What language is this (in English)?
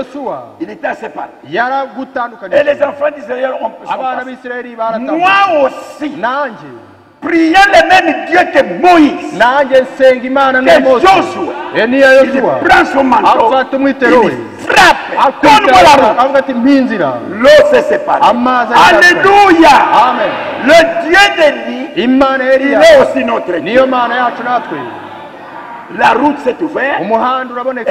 Kinyarwanda